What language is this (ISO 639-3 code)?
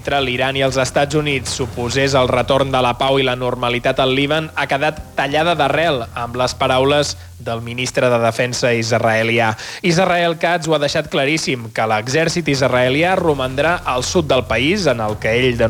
cat